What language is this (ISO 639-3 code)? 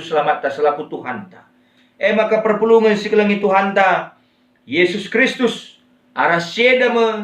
btx